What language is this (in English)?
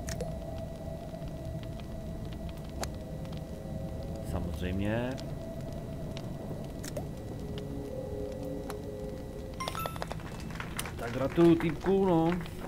Czech